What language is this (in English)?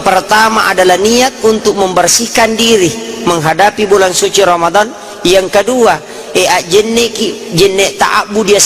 Buginese